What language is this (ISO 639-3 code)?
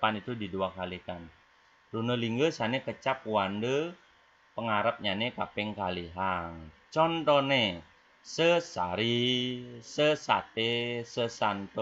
ban